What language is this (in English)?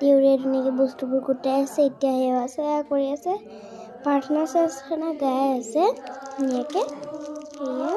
Assamese